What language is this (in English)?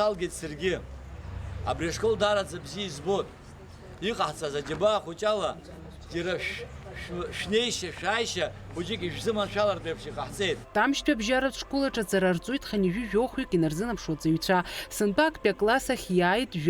Abkhazian